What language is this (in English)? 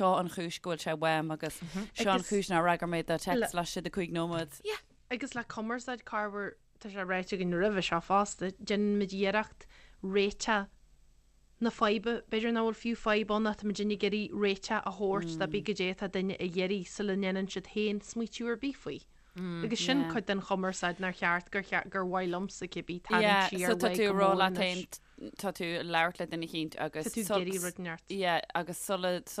Irish